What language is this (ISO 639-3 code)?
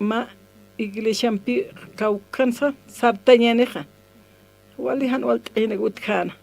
aym